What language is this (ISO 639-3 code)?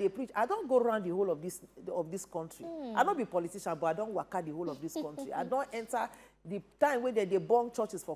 pcm